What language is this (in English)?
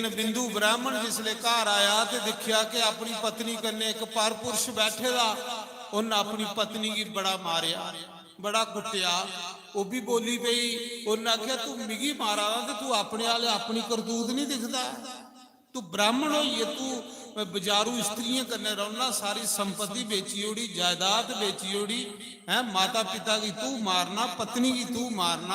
Dogri